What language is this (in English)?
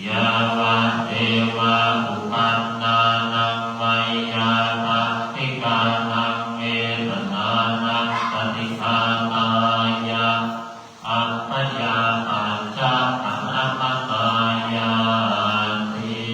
Pali